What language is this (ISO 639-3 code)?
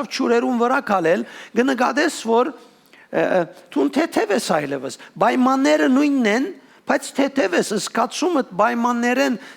hyw